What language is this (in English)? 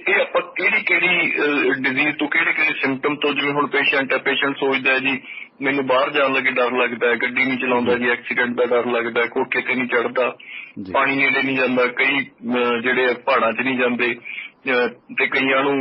Punjabi